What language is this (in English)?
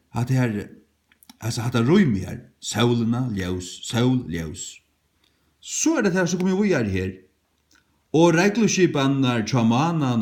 Faroese